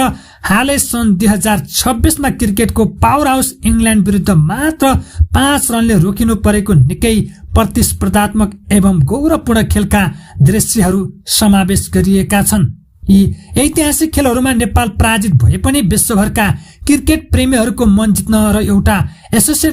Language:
Nepali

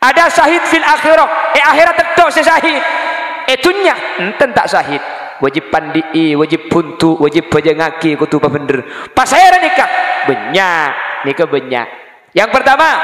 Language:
Madurese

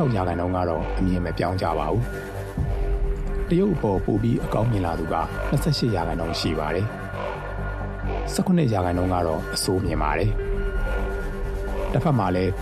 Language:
Burmese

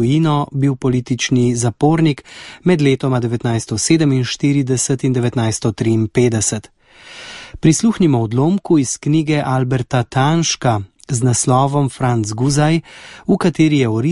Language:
Slovenian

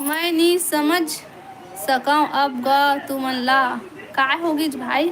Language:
Chhattisgarhi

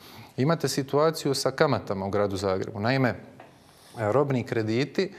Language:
Croatian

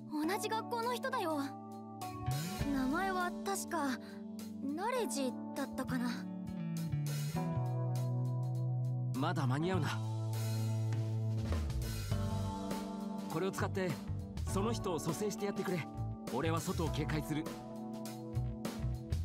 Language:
Japanese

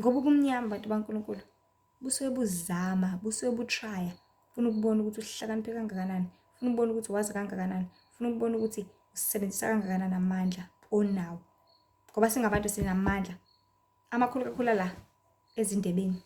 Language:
Zulu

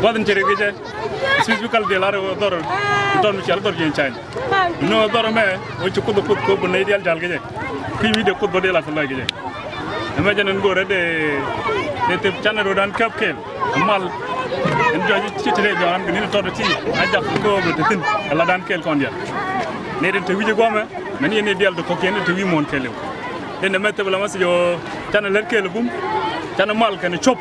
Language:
Nuer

